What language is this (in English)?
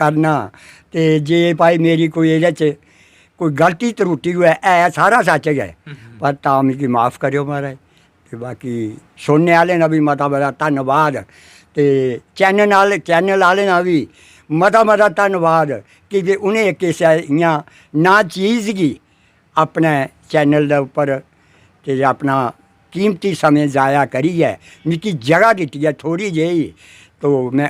Dogri